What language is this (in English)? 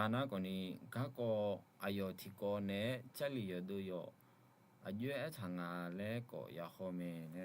Akha